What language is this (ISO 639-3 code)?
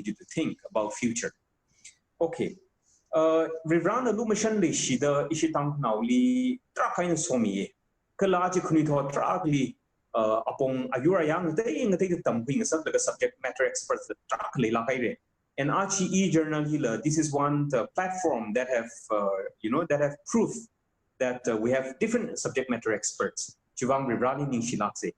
nmf